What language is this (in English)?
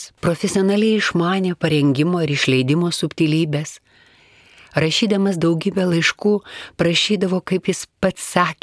Lithuanian